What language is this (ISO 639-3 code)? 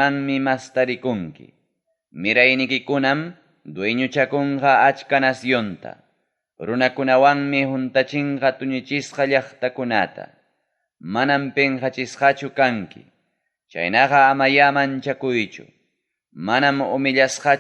quy